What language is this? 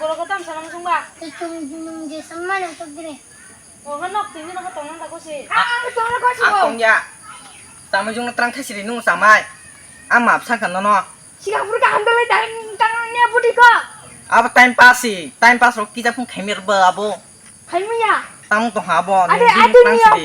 Kok Borok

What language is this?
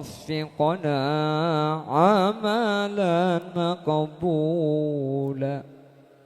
Madurese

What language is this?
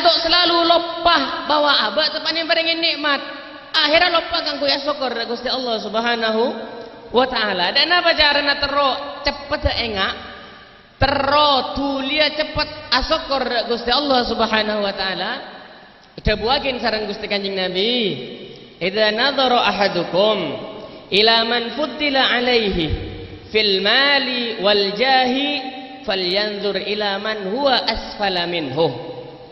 Madurese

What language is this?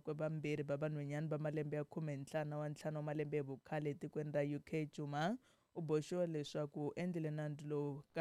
Tsonga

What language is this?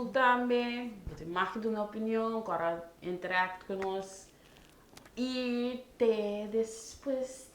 Papiamento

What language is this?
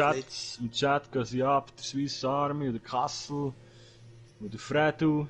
Swiss German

